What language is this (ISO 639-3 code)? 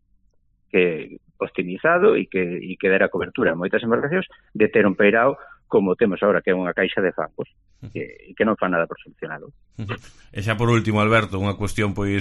glg